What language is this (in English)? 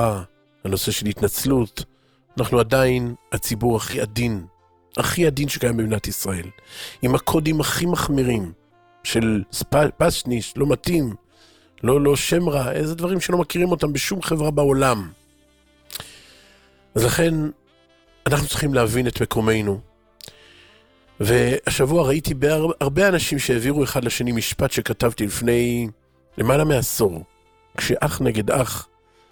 Hebrew